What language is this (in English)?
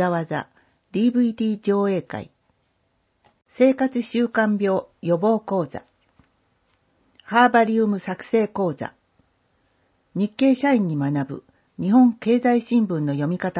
Japanese